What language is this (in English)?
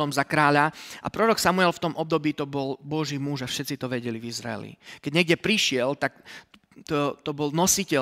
Slovak